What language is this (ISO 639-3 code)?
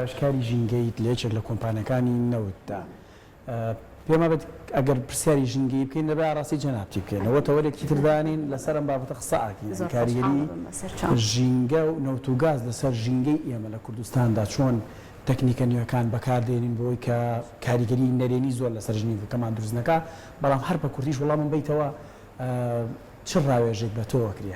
ckb